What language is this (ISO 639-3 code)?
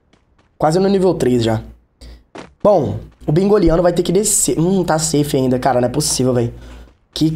por